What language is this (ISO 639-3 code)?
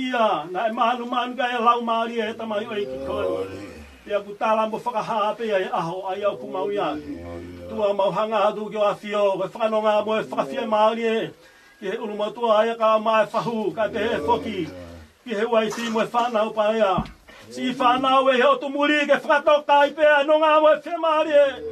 ton